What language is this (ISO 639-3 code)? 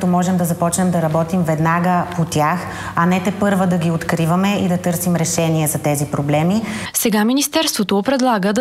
bul